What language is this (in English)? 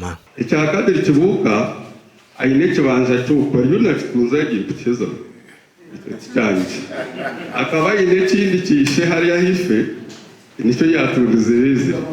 Nyankole